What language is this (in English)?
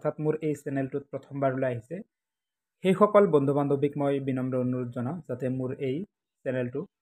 Assamese